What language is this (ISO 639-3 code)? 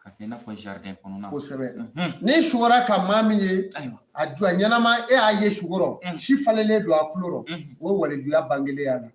bam